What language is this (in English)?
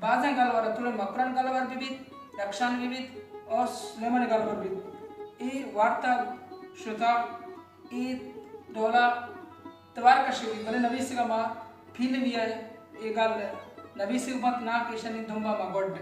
Baluchi